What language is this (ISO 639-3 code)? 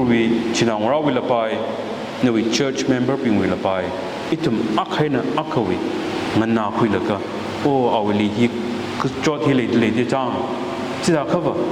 nmf